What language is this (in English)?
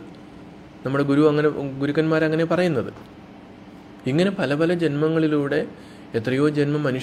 Malayalam